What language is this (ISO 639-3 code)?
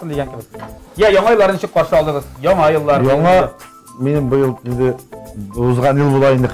tat